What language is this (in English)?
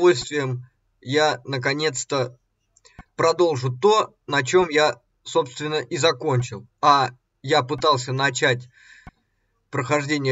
Russian